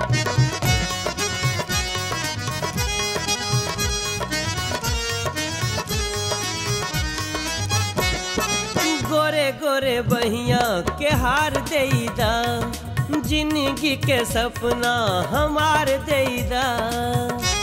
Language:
Bhojpuri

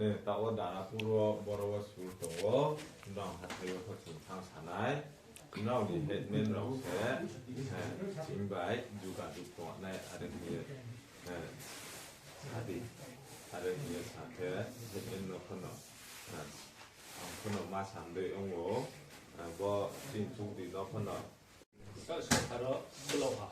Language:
Riang (India)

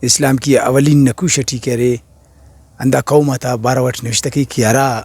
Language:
Brahui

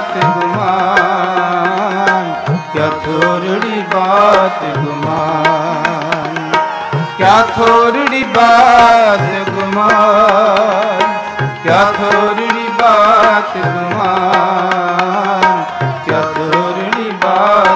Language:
Punjabi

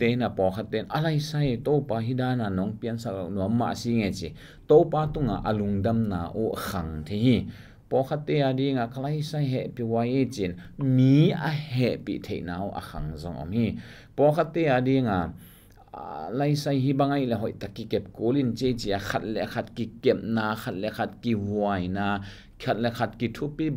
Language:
Tedim Chin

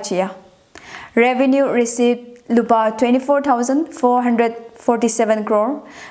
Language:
Tangkhul Naga (India)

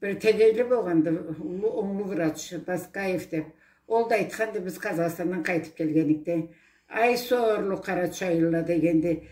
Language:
Karachay-Balkar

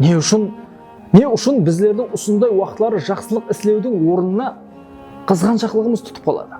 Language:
Kara-Kalpak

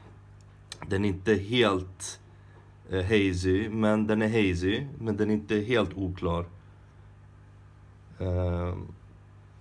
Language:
Swedish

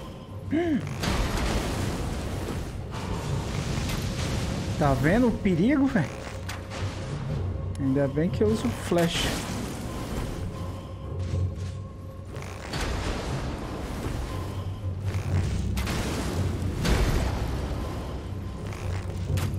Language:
Portuguese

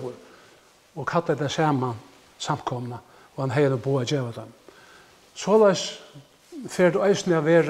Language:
Faroese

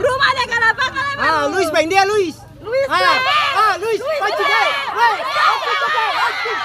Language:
Ambonese Malay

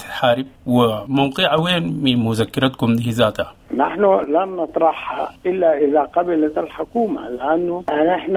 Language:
Sudanese Arabic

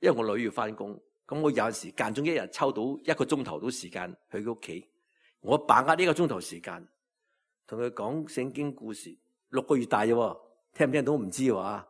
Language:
Cantonese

